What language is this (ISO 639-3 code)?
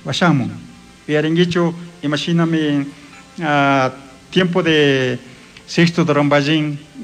qug